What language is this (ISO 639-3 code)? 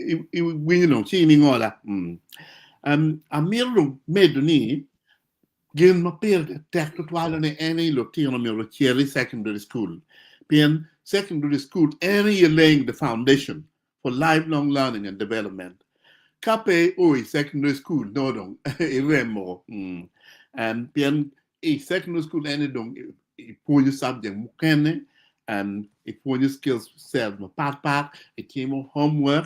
ach